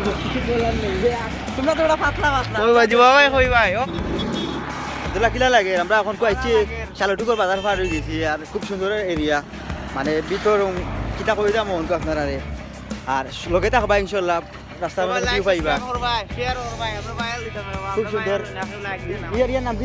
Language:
Sylheti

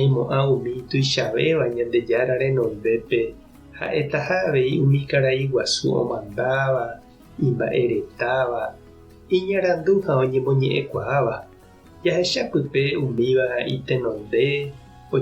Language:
Guarani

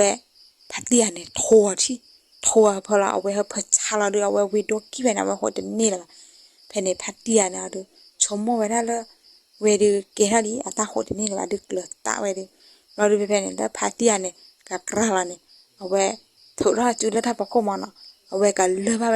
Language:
S'gaw Karen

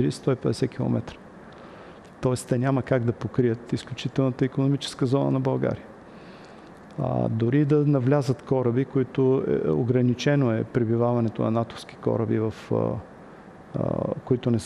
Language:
Bulgarian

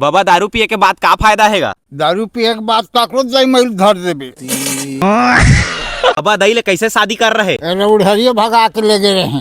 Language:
Chhattisgarhi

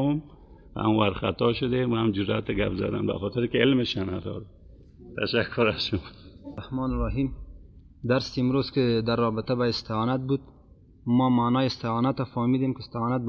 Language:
Persian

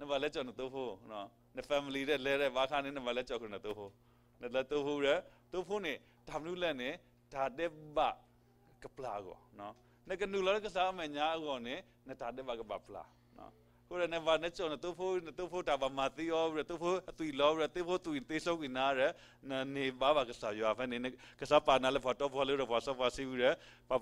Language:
S'gaw Karen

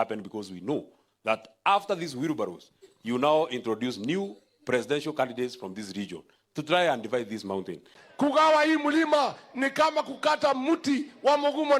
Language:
Meru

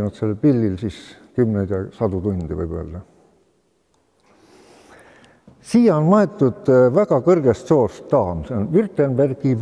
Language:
Estonian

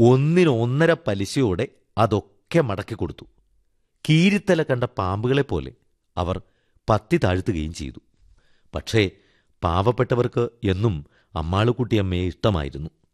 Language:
Malayalam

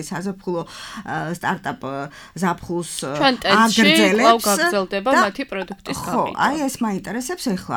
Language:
Georgian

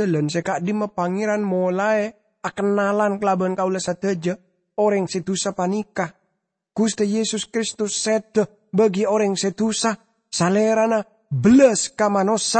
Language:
Madurese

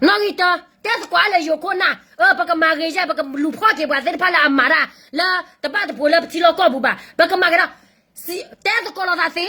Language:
S'gaw Karen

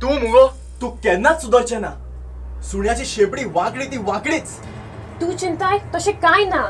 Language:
Konkani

